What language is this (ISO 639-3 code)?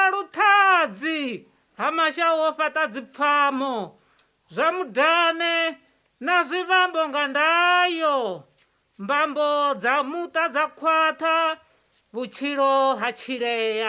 ven